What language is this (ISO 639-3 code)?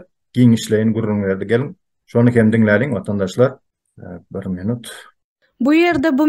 tuk